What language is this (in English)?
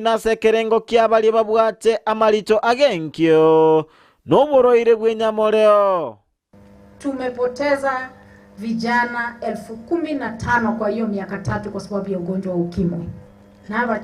Gusii